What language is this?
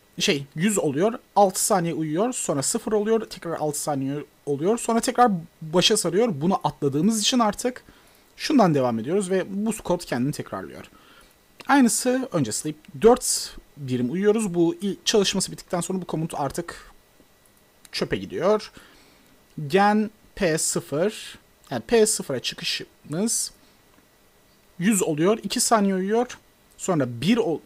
Turkish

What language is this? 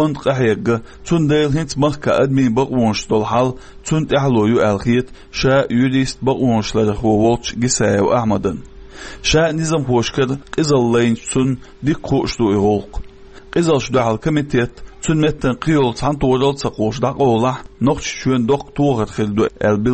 Chechen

